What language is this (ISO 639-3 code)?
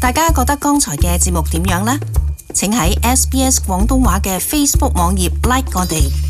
yue